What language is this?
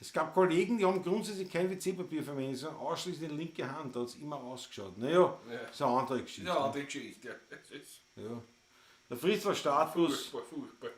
Bavarian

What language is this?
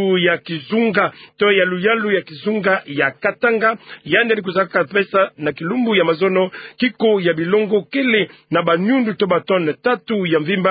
Kituba (Democratic Republic of Congo)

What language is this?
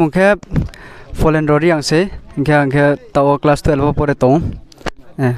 Riang (India)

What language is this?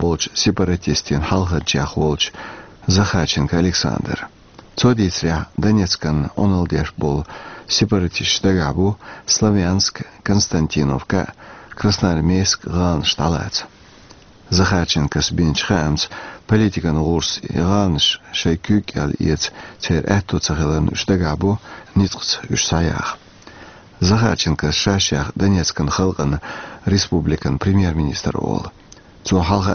Chechen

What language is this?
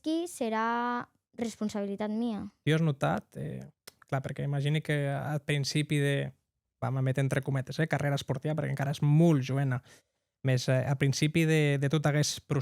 Occitan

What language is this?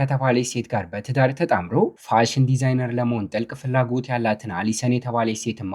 Amharic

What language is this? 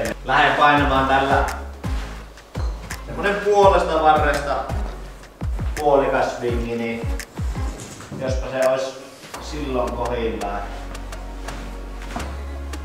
Finnish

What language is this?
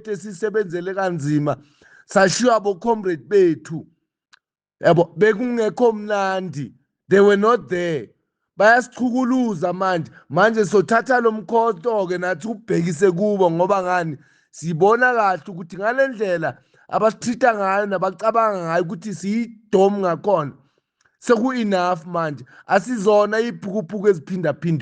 Zulu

